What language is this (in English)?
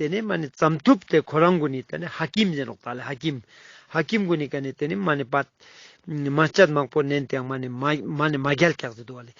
Ladakhi